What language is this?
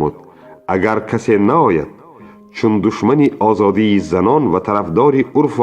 Tajik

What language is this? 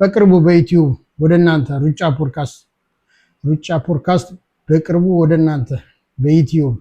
Amharic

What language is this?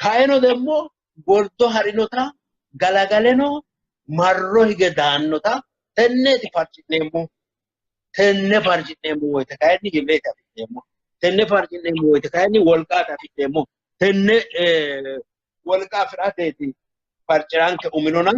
Sidamo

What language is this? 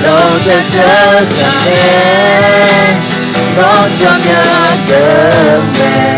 Akha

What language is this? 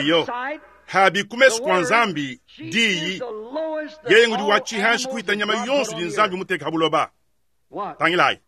Luba-Lulua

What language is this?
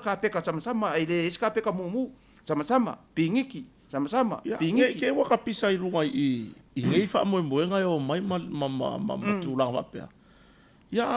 Samoan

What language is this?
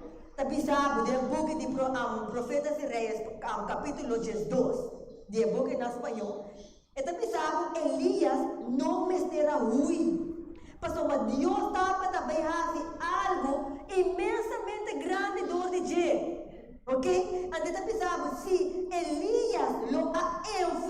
Papiamento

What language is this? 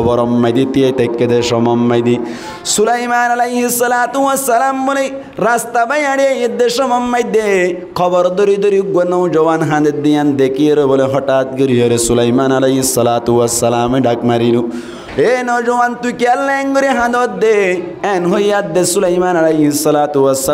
Rohingya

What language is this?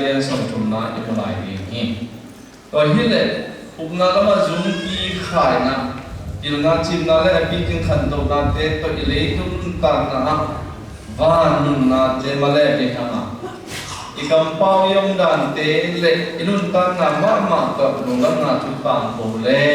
Tedim Chin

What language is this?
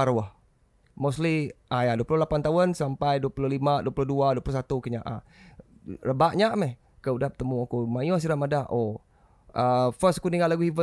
Iban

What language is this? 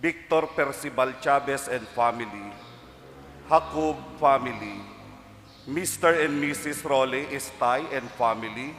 Bikol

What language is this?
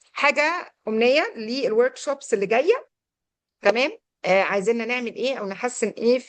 Egyptian Arabic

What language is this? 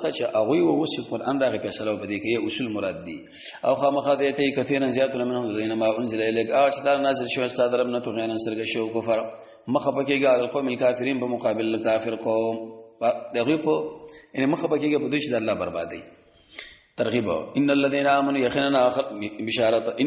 Pashto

